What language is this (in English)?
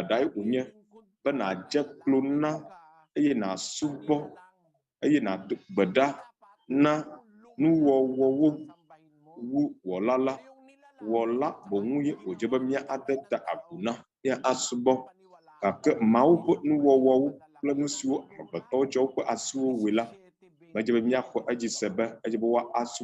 Ewe